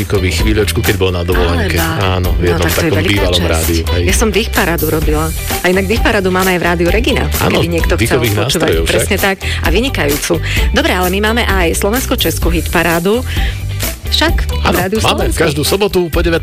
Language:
Slovak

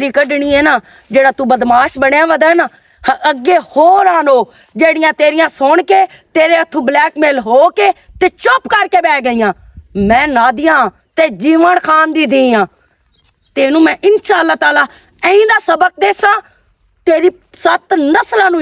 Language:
Western Panjabi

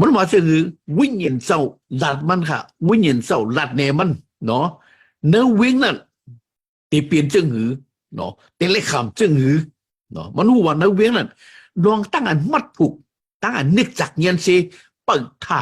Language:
Shan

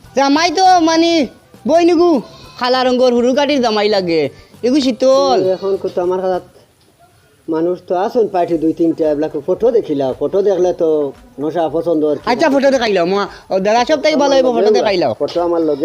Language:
Sylheti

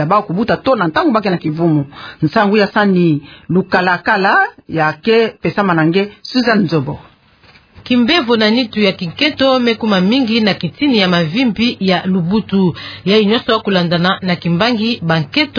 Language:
Kituba (Democratic Republic of Congo)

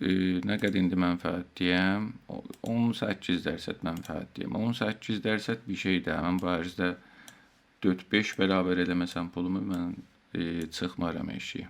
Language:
South Azerbaijani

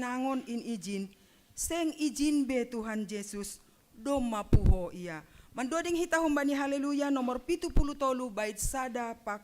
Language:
Batak Simalungun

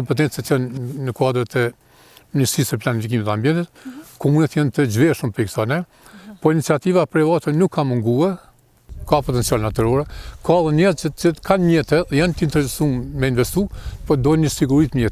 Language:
Albanian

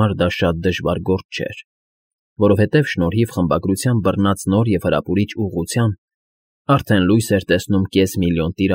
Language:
Armenian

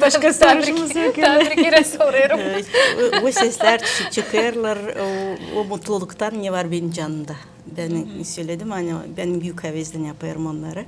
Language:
Gagauz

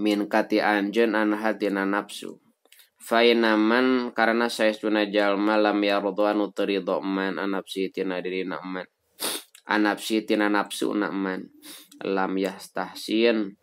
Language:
Sundanese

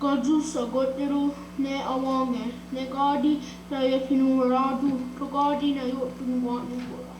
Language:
Mohawk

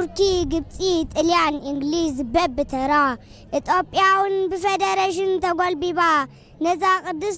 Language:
Tigrinya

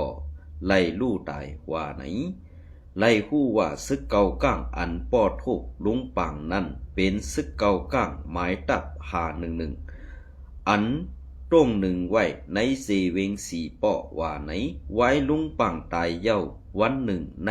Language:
Shan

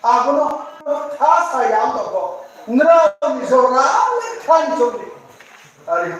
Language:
Riang (India)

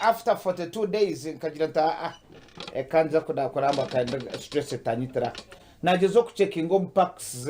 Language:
Nyankole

